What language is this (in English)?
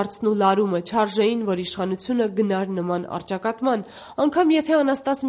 Armenian